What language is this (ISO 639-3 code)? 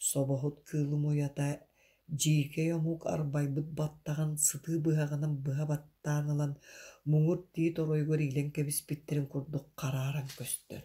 sah